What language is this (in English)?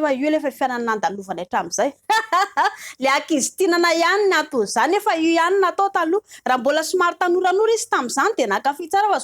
Malagasy